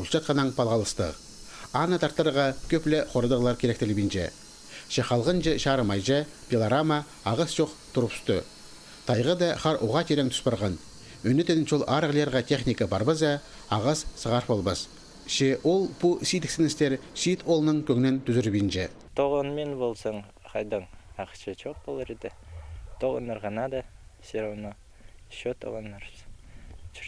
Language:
Khakas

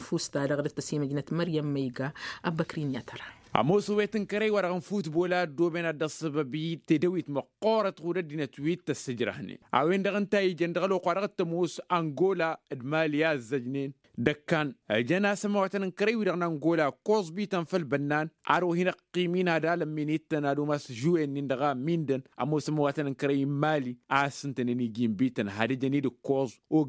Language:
Tamasheq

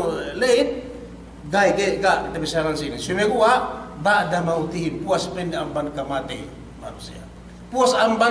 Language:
Yakan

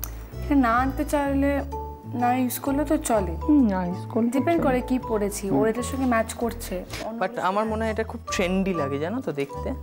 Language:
Bangla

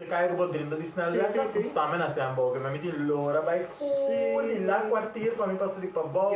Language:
Papiamento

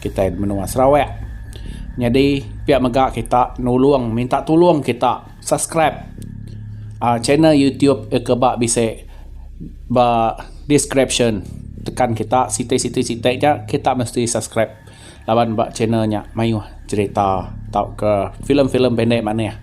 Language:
Iban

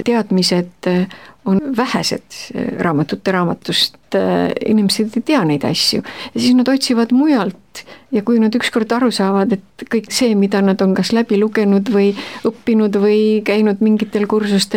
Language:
Estonian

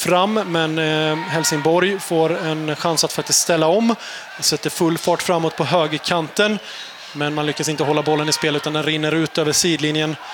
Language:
Swedish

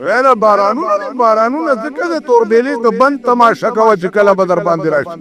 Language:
Pashto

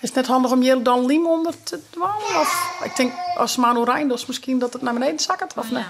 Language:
Western Frisian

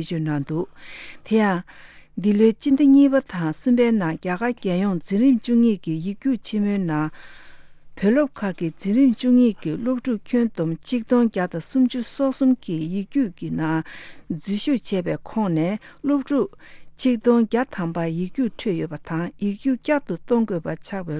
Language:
Tibetan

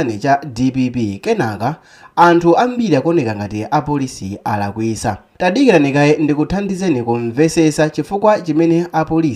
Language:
Nyanja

